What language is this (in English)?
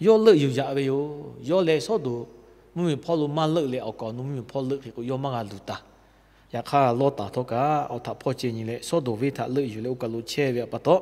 Lahu